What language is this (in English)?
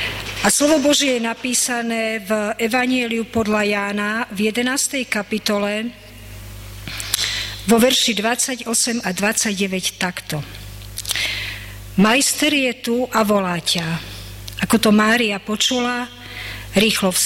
Slovak